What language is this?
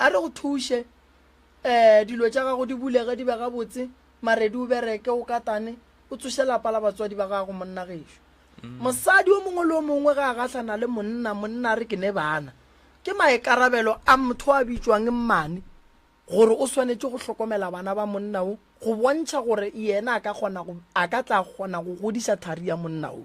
Northern Sotho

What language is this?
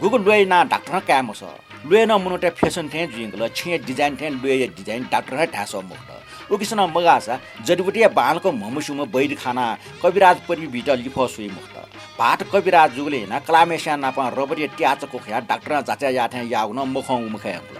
Newari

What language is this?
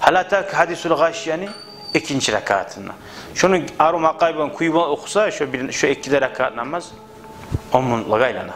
Kumyk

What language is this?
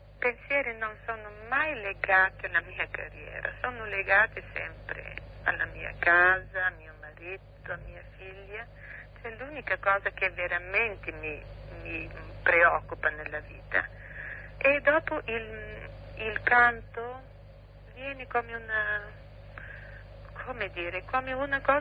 Italian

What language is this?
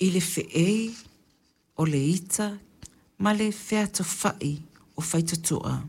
Samoan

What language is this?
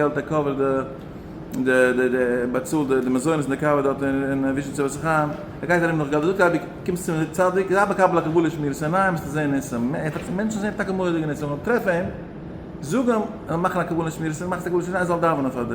Yiddish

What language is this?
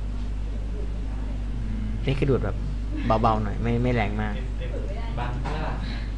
Thai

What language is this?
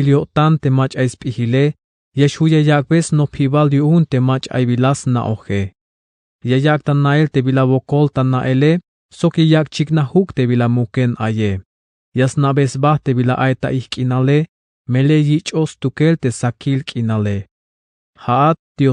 Tzeltal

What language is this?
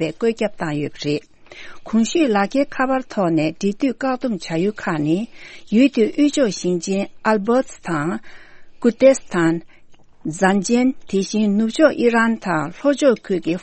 Tibetan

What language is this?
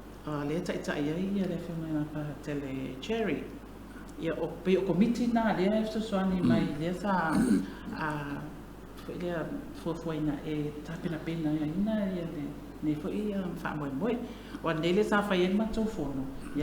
Samoan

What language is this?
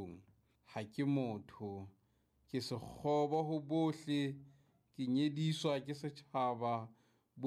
Southern Sotho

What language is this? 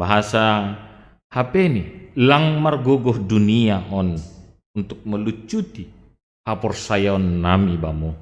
Batak Simalungun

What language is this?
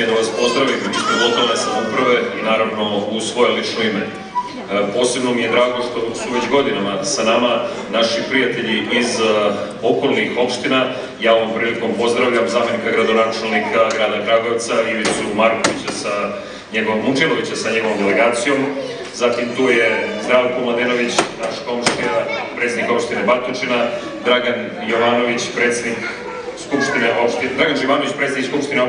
Serbian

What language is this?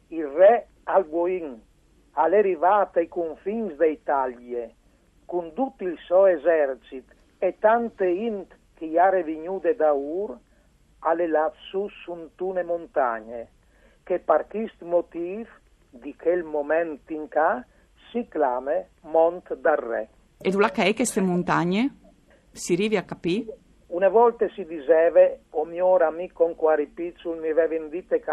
Friulian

